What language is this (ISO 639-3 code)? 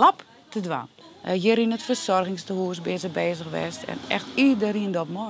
fry